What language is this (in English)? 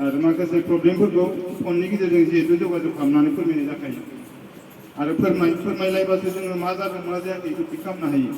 Bodo